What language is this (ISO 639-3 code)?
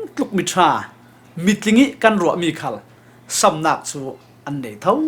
cfm